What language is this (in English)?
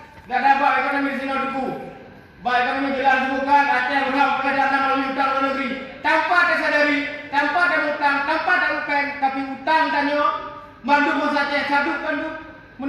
Achinese